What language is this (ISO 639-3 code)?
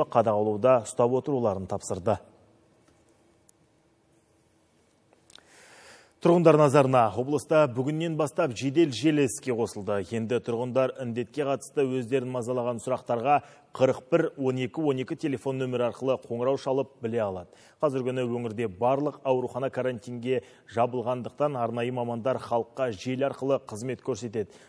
kaz